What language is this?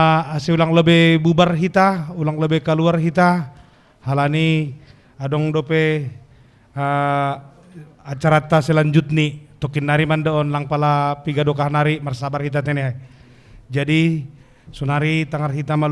Batak Simalungun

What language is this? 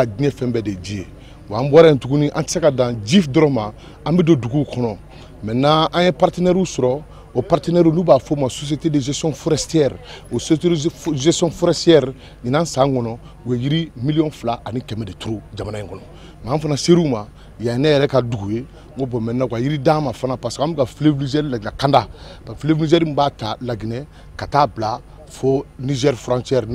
Bambara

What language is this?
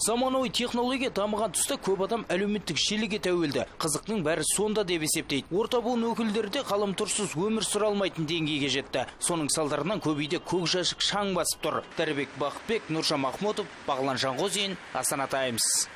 Kazakh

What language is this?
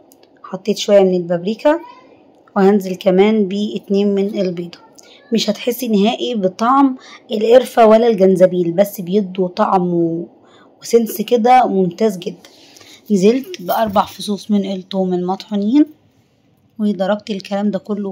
Egyptian Arabic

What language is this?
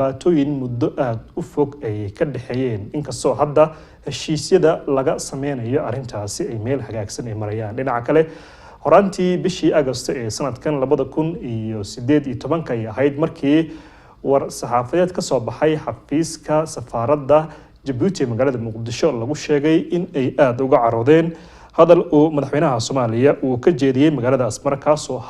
Somali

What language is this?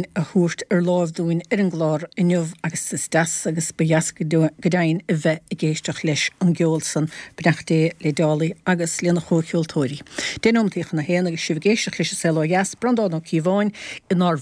Irish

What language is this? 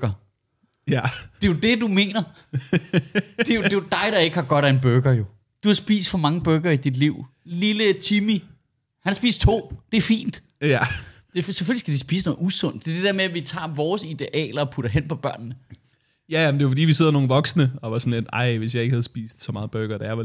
Danish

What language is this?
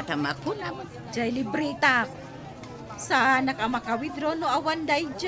Iloko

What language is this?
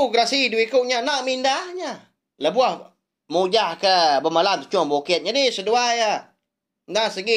Iban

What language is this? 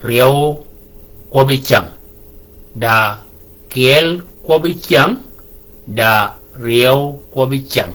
Shilluk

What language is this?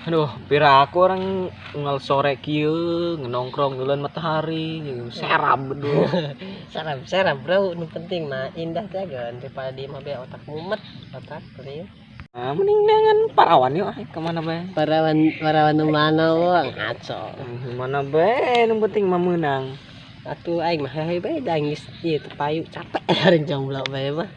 Sundanese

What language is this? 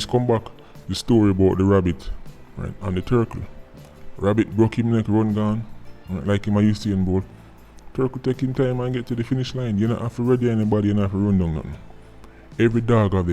Jamaican Creole English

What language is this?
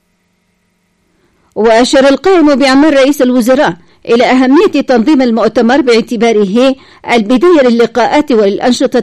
Arabic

